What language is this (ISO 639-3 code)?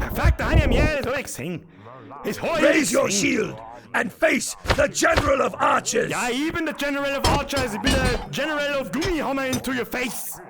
bar